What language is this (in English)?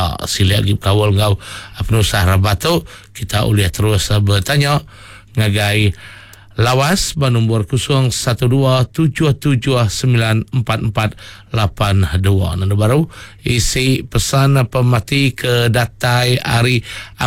Iban